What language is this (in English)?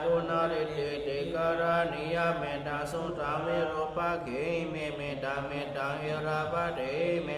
Pali